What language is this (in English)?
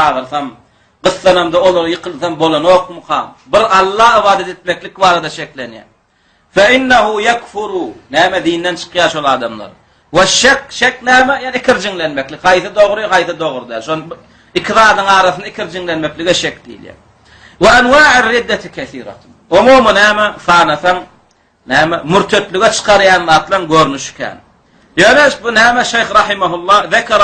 Turkmen